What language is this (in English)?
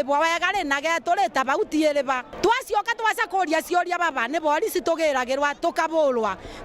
Meru